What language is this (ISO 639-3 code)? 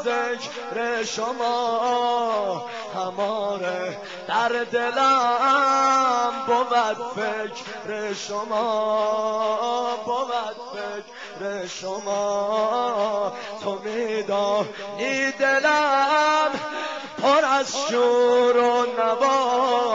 fas